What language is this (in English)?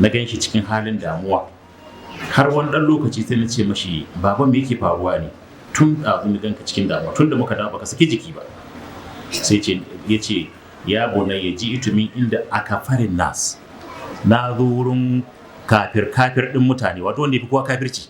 Hausa